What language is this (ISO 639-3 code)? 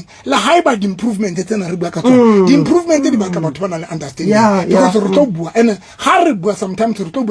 sot